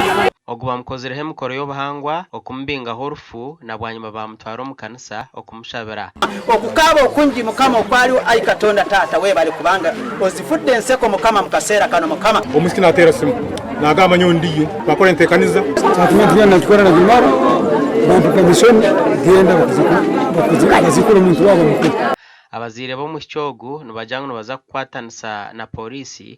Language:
Nyankole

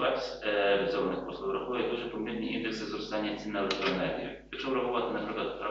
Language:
Ukrainian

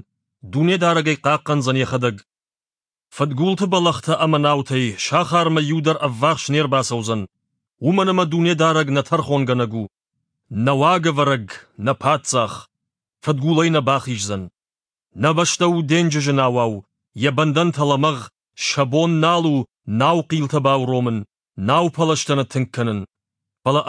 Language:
Ossetic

